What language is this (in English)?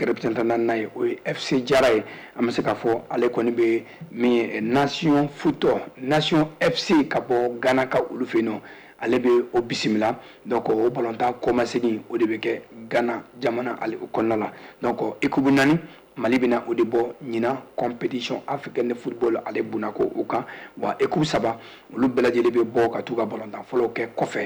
Bambara